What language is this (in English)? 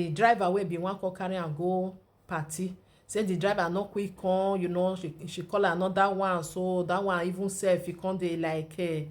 Nigerian Pidgin